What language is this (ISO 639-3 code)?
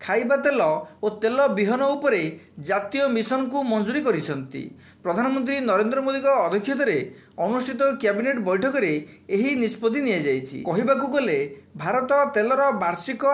ori